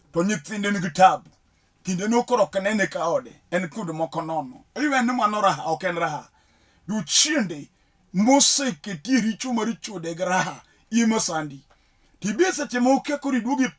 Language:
Luo (Kenya and Tanzania)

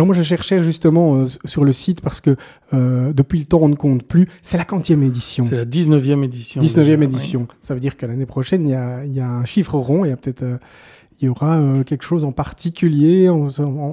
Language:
French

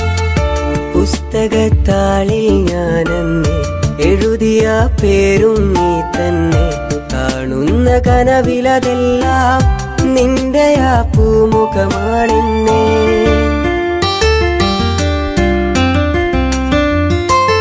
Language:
Malayalam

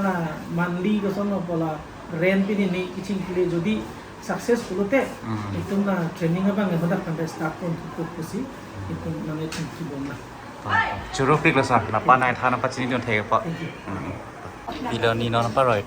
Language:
Karbi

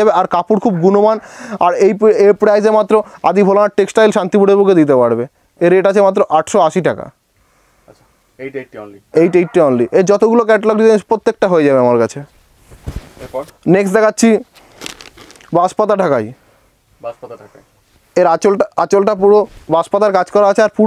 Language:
Bangla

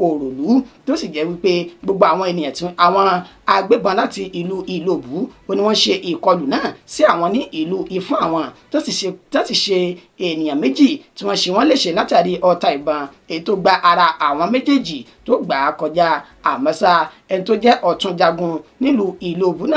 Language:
Yoruba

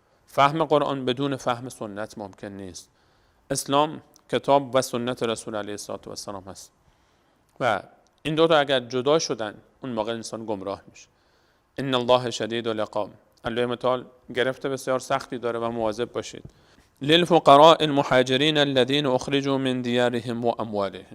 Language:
Persian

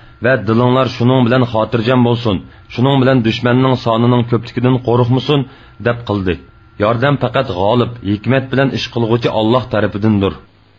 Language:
Uyghur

